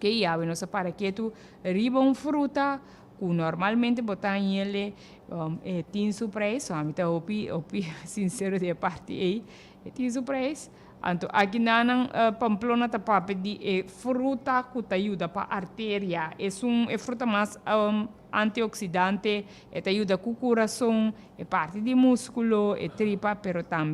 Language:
Papiamento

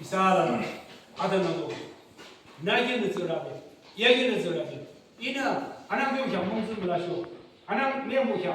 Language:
Yimchungru Naga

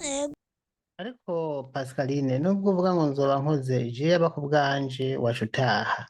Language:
Rundi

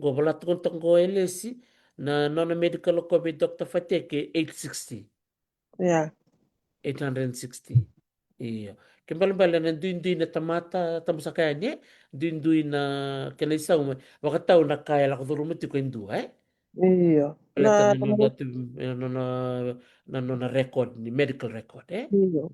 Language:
Fijian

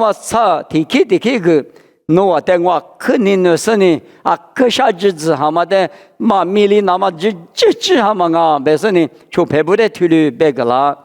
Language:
Lisu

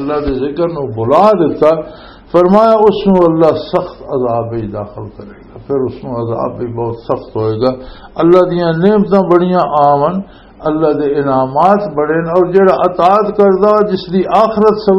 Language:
Western Panjabi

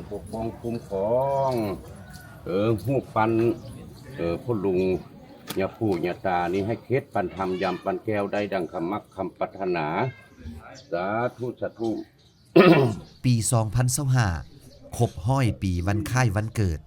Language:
Lao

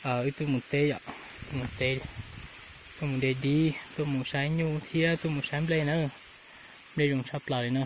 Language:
Hmong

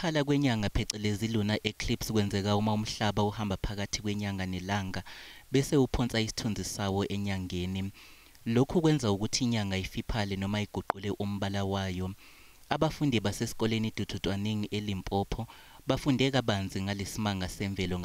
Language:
Zulu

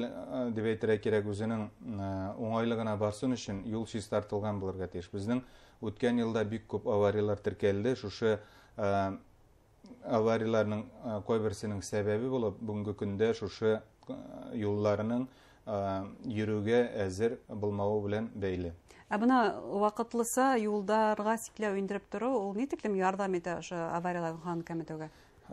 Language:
Bashkir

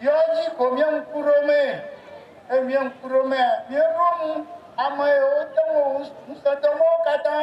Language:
Ewe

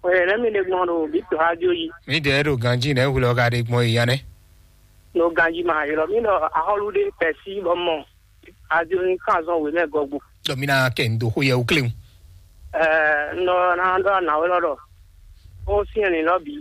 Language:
Fon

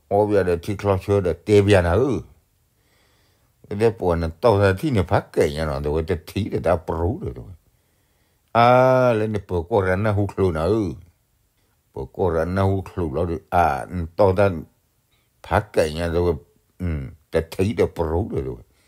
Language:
S'gaw Karen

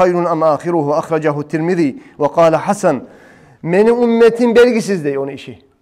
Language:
Kumyk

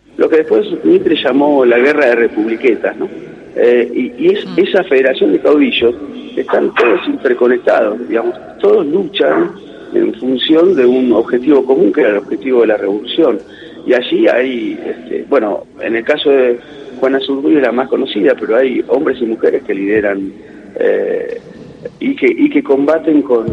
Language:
Spanish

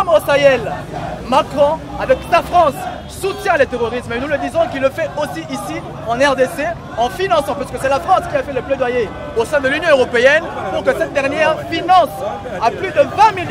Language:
French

